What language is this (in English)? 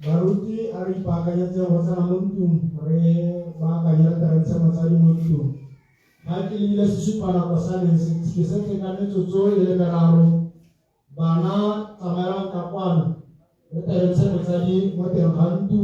Tswana